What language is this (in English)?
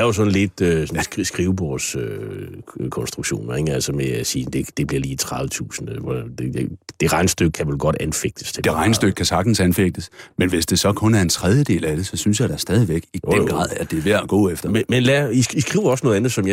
Danish